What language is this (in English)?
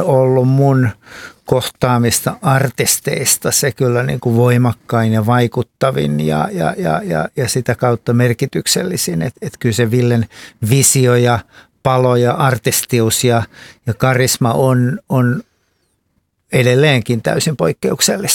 Finnish